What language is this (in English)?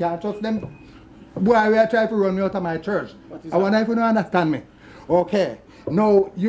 Jamaican Creole English